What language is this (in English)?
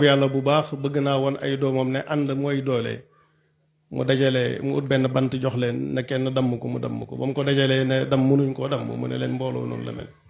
Wolof